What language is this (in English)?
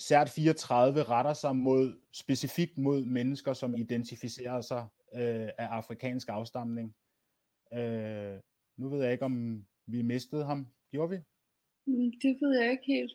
Danish